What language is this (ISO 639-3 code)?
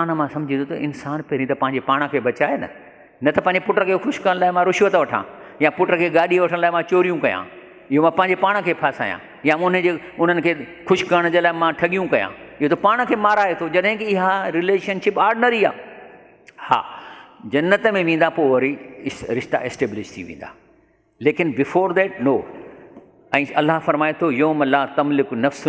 snd